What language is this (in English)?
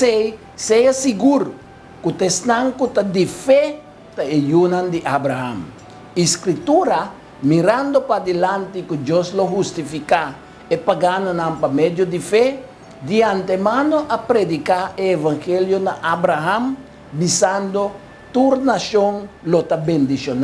Papiamento